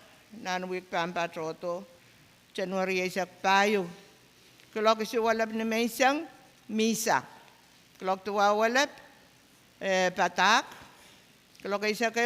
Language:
Pohnpeian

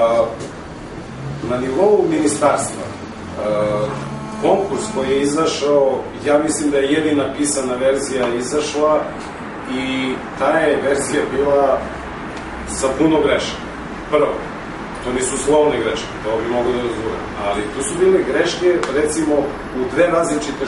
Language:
Serbian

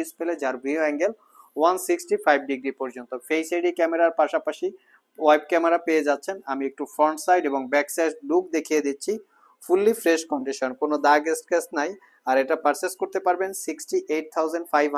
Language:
Bangla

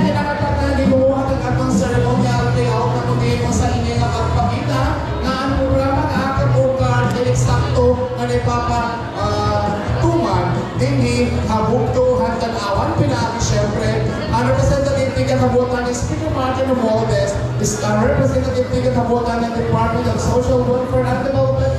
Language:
Waray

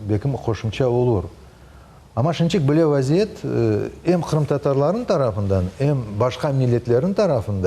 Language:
Crimean Tatar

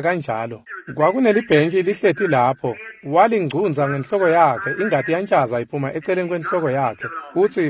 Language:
Swati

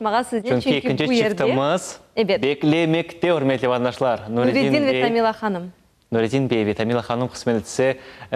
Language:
Crimean Tatar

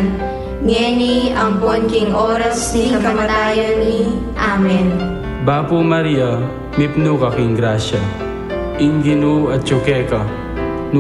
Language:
Pampanga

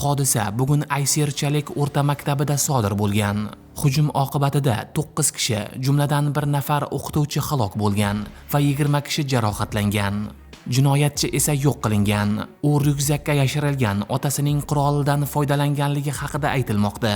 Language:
Uzbek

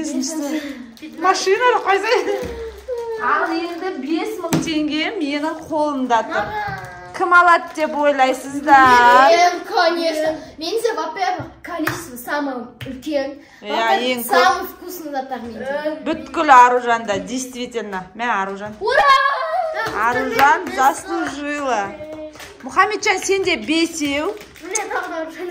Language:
Kazakh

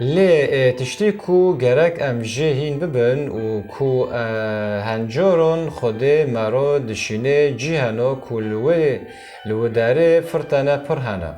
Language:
Kurdish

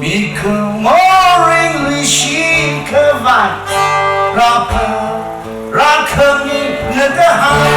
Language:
Tangkhul Naga (India)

